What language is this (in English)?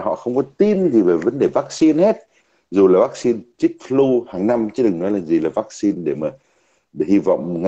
Vietnamese